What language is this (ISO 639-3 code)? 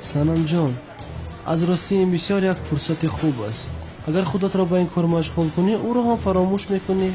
tgk